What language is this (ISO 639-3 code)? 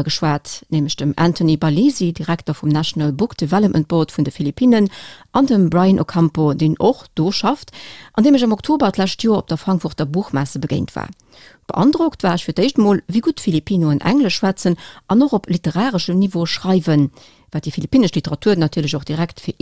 ltz